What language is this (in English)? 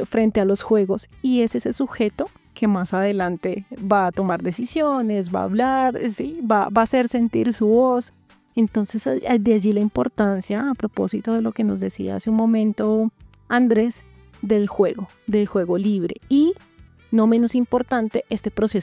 Spanish